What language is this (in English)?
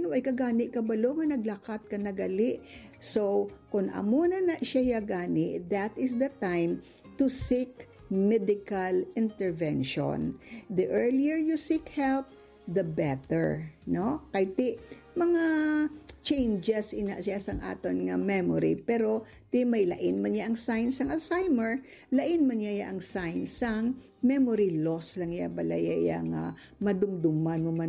Hiligaynon